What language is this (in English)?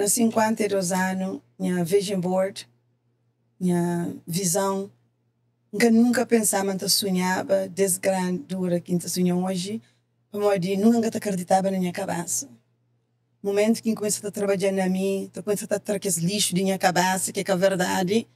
Kabuverdianu